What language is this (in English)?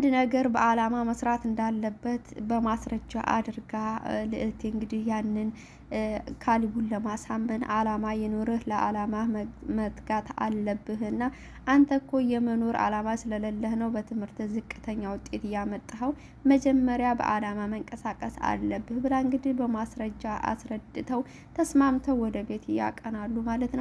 Amharic